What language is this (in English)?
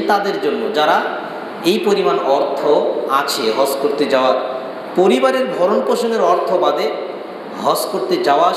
Bangla